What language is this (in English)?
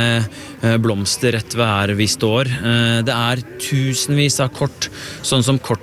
Norwegian